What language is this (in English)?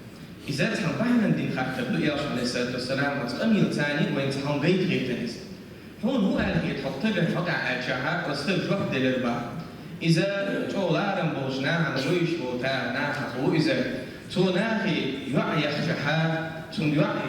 Chechen